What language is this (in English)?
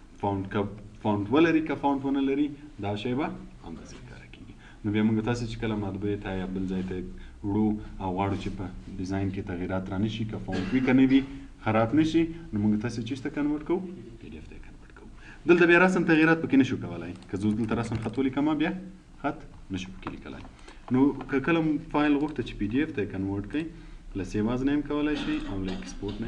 Pashto